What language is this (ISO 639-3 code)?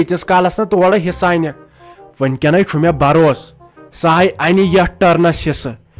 kas